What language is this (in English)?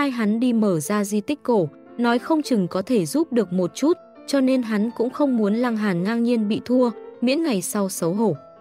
Vietnamese